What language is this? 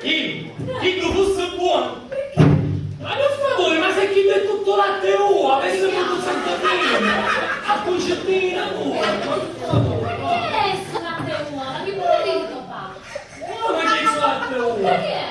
Sicilian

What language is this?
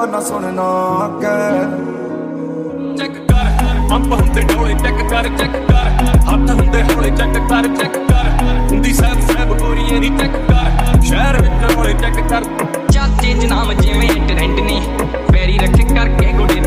Punjabi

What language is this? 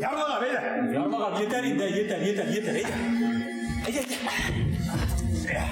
Bashkir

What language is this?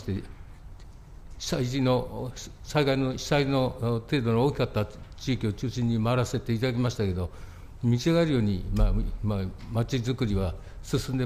Japanese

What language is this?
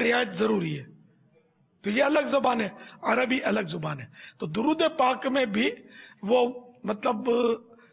Urdu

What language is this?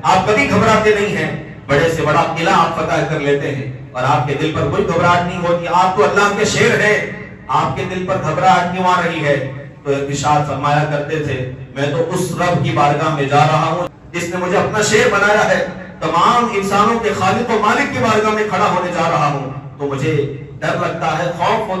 Urdu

